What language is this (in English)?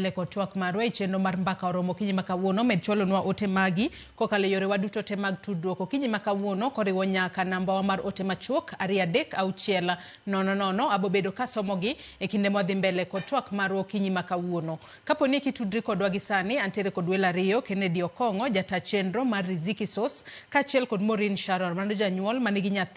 Luo (Kenya and Tanzania)